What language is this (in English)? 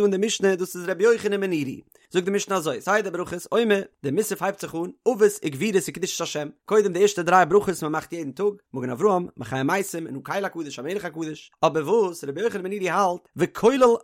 Yiddish